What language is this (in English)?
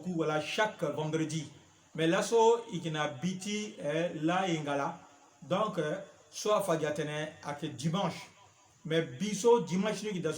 Sango